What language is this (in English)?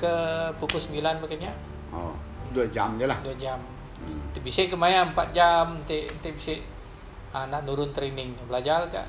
Iban